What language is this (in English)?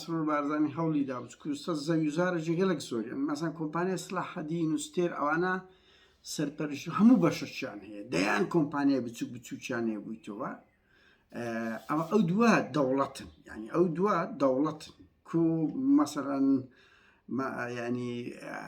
Central Kurdish